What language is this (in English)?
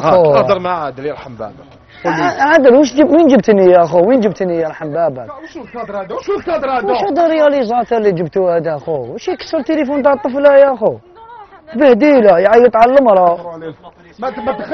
Algerian Arabic